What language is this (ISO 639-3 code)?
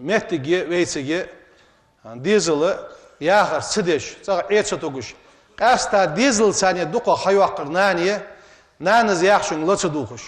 inh